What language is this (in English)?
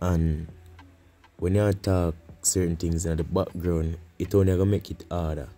Jamaican Creole English